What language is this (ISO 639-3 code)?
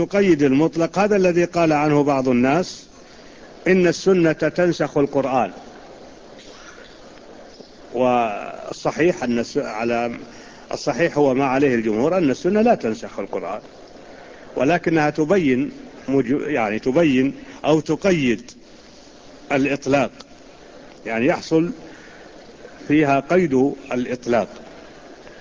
ara